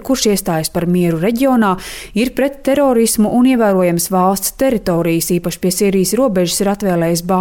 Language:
Latvian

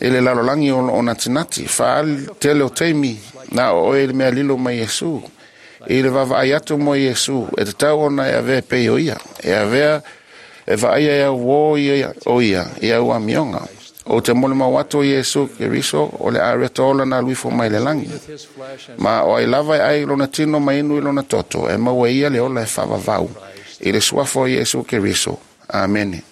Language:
Samoan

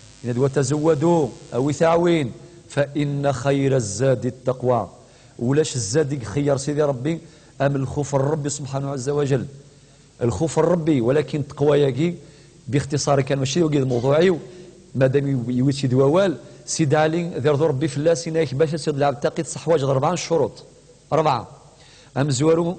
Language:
Kabyle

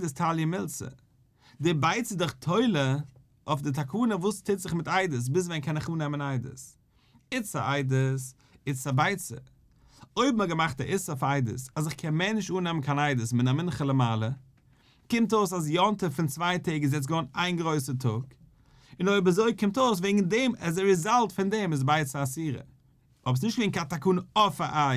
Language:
Yiddish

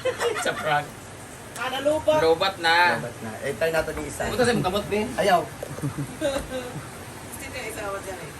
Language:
Cebuano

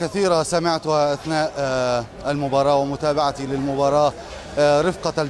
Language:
Egyptian Arabic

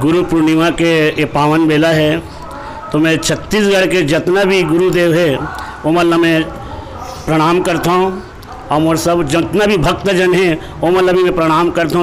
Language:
Chhattisgarhi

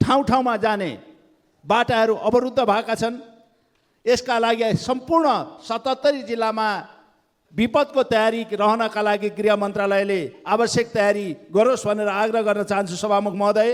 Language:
Nepali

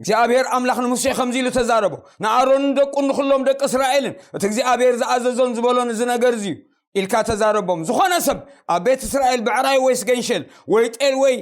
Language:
Tigrinya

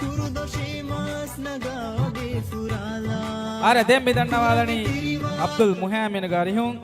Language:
Divehi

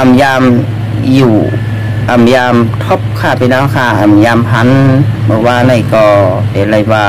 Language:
Shan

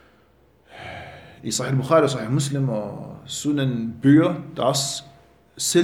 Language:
Danish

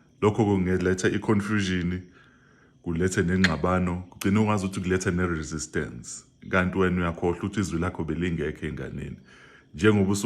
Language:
Zulu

